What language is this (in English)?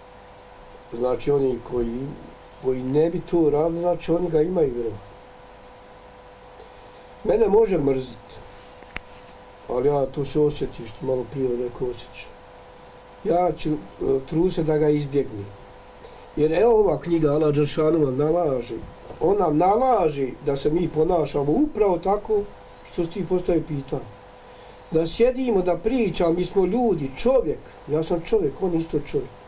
Bosnian